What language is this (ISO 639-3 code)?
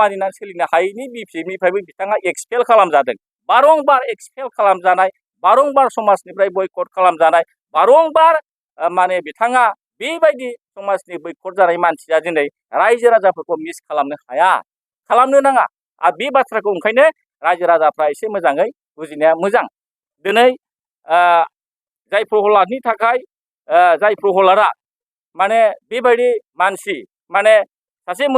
brx